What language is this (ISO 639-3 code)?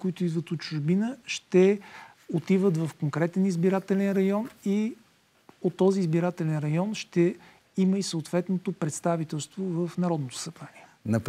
bul